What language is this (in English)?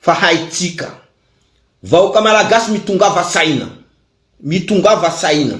Malagasy